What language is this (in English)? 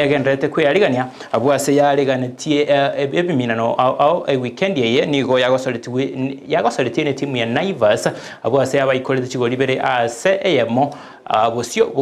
Gusii